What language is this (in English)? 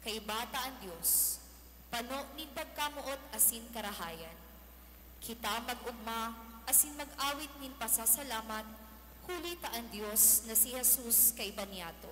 Bikol